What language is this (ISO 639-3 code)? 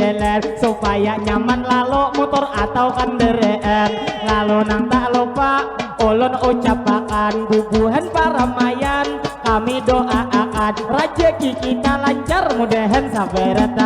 bjn